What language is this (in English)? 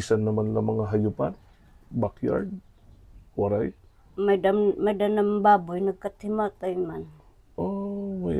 Waray